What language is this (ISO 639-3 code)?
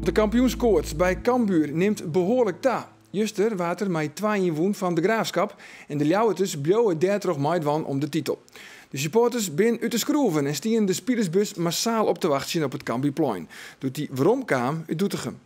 fry